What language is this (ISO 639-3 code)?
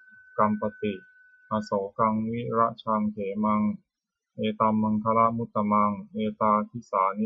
pli